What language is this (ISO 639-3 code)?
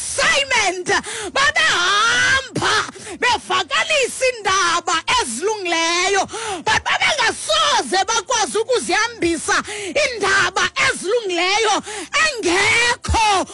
xho